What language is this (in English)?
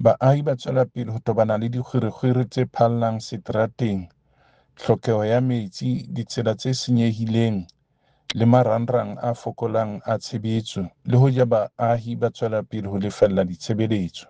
Southern Sotho